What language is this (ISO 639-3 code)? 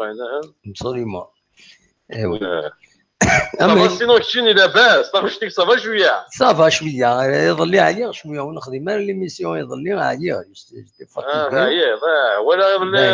kab